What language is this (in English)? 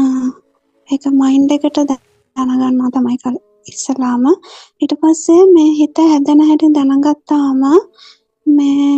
Sinhala